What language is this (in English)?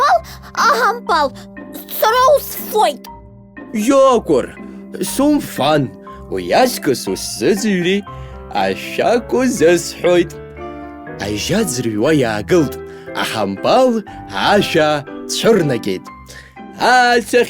Abkhazian